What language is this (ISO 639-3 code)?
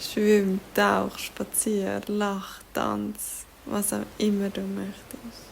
gsw